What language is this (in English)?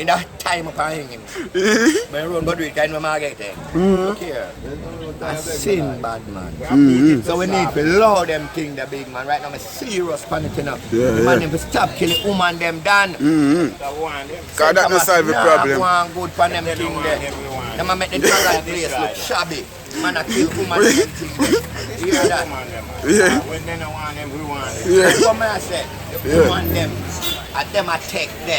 Jamaican Creole English